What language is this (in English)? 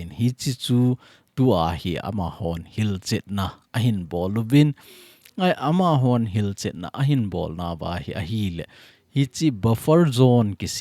Thado Chin